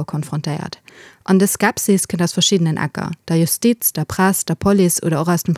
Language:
Luxembourgish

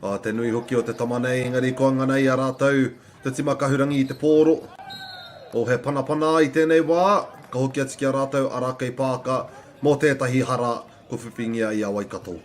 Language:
Māori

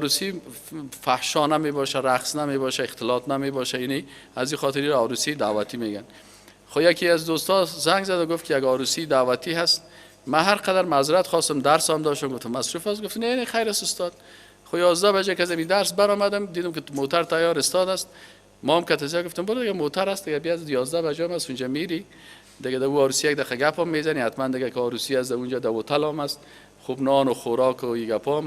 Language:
Persian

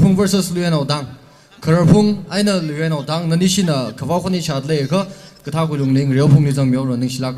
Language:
Tangkhul Naga (India)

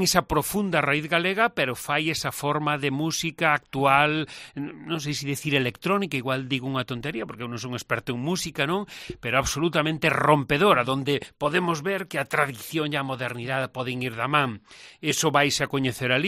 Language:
Galician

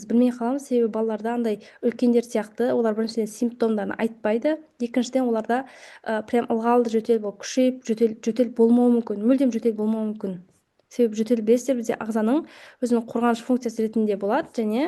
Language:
Kazakh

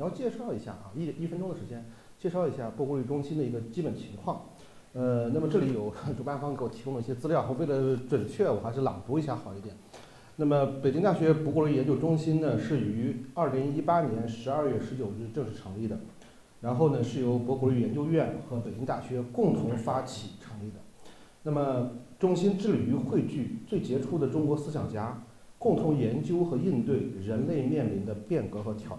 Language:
Chinese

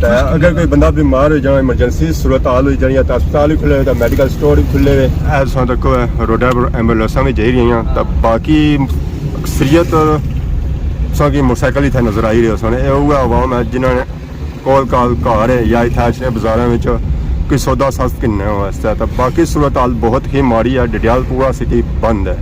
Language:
Pahari-Potwari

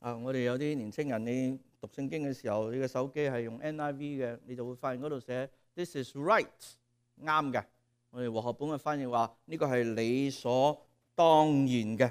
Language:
Cantonese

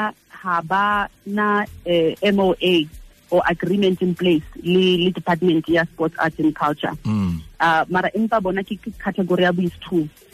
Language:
Tswana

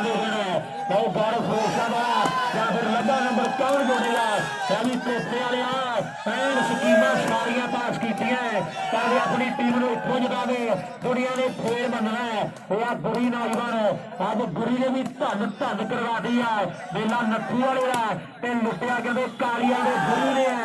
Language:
Punjabi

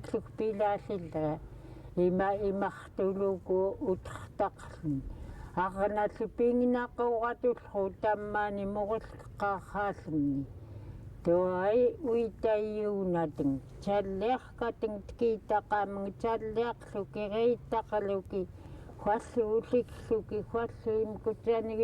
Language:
Central Yupik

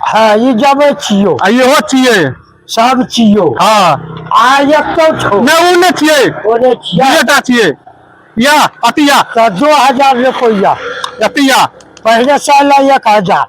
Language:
Maithili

